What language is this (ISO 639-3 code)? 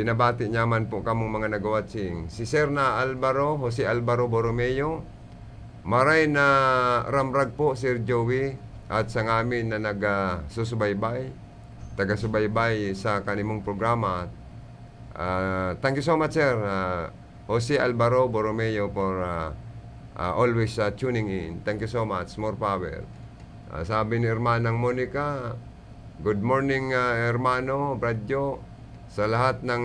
bik